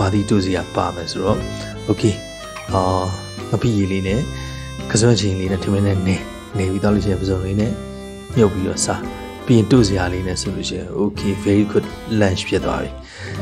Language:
Burmese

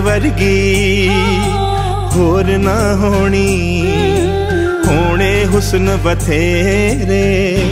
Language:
Punjabi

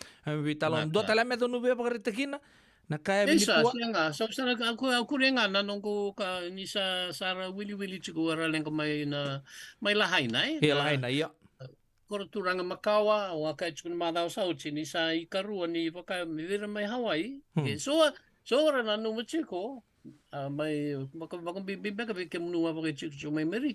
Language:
Fijian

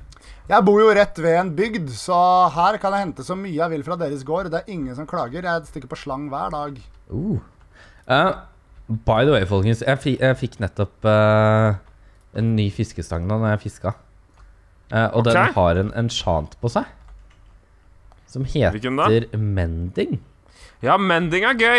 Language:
Norwegian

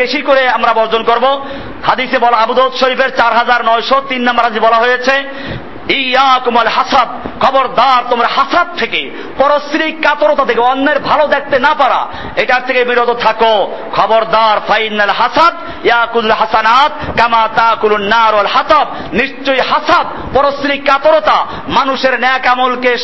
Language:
Bangla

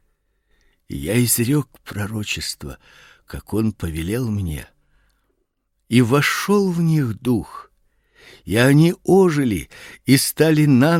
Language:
Russian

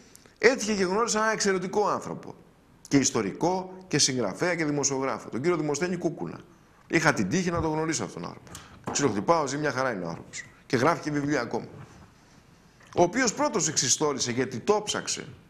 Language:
Greek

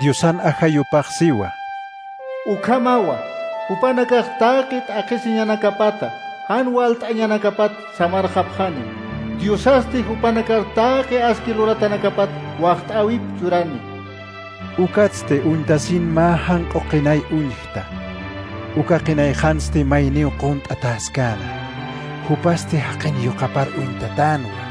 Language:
Aymara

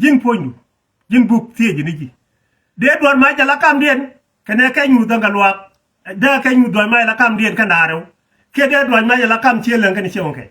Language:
Nuer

